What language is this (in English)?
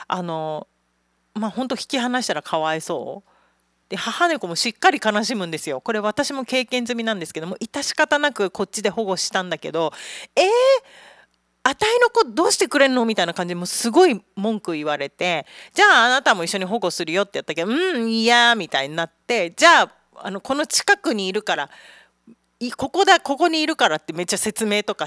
Japanese